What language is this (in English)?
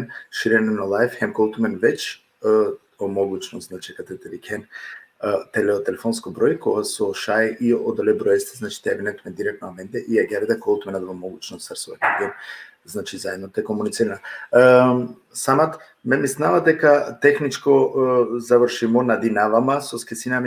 Balkan Romani